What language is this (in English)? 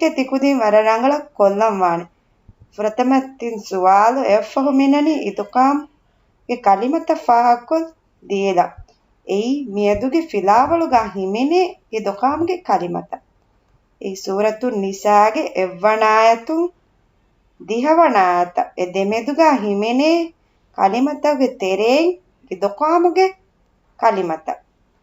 Divehi